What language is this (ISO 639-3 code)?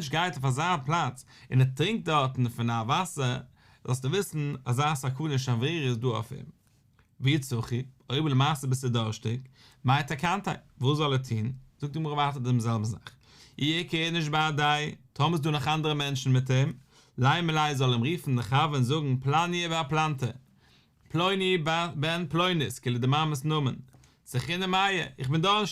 yid